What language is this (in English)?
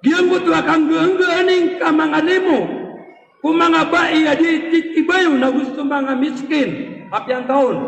Maranao